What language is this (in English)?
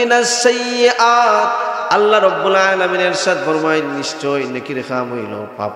Sylheti